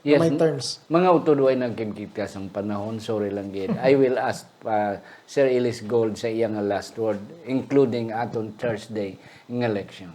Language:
Hiligaynon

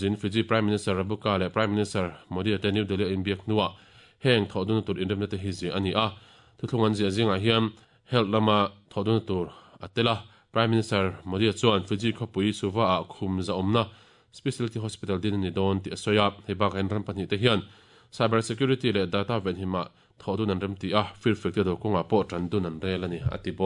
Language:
Mizo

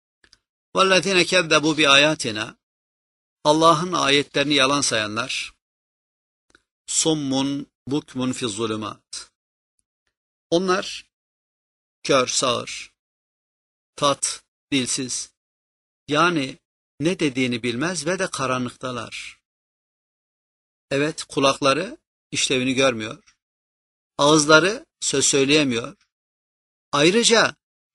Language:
Turkish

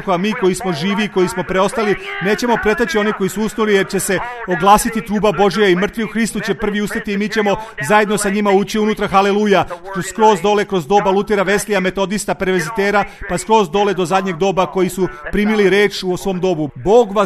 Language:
Serbian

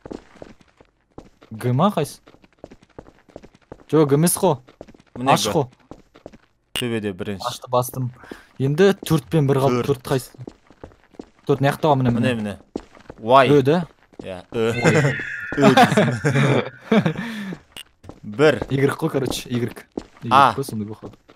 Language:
Kazakh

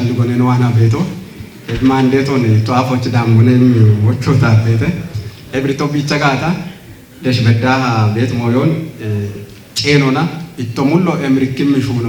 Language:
Kafa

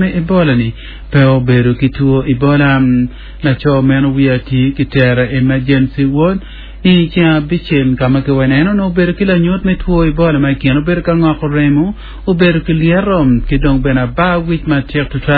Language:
Acoli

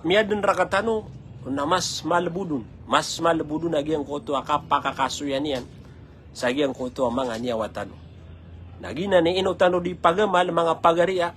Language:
Maranao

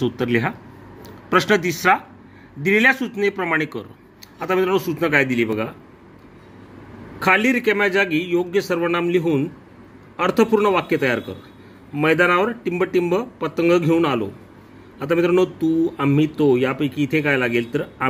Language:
Marathi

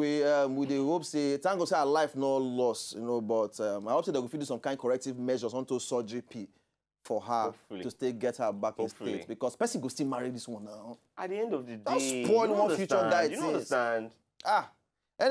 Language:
Nigerian Pidgin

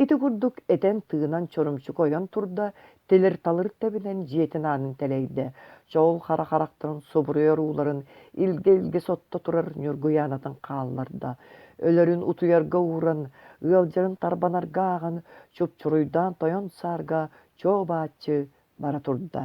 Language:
Yakut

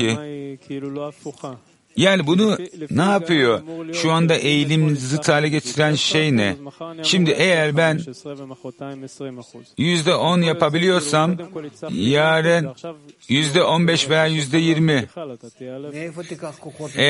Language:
Turkish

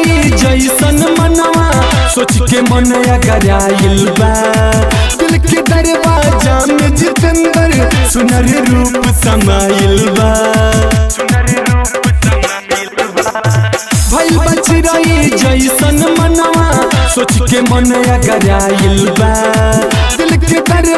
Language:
Bhojpuri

